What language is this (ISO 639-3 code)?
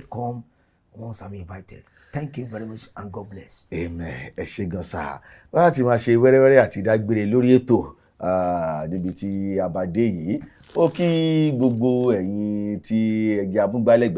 yor